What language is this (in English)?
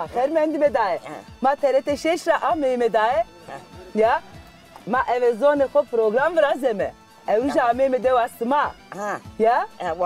Zaza